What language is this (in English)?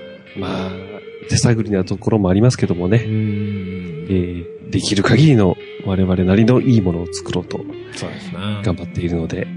Japanese